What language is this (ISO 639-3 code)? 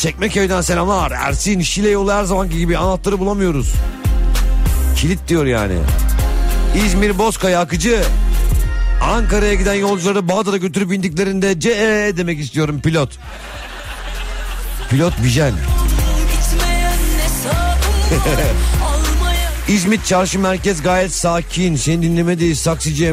tur